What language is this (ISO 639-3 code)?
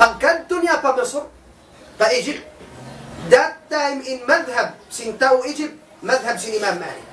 tsg